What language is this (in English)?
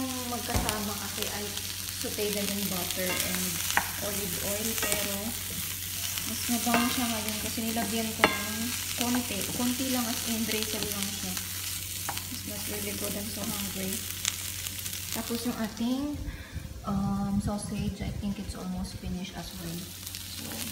Filipino